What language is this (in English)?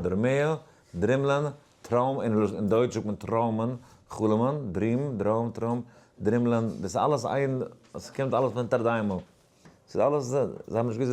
Yiddish